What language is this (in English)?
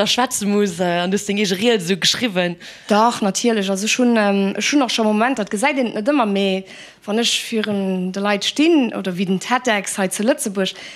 Luxembourgish